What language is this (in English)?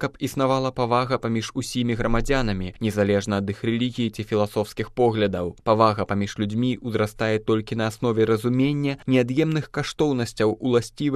Belarusian